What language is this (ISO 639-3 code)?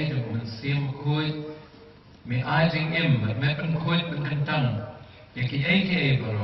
kha